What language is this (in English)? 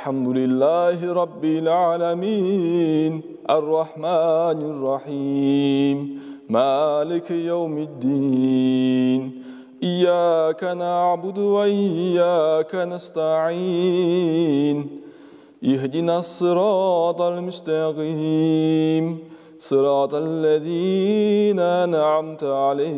Crimean Tatar